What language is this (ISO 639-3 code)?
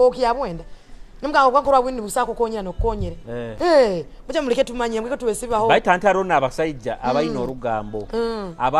nyo